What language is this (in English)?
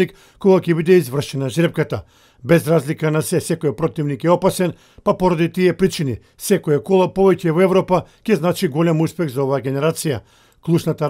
Macedonian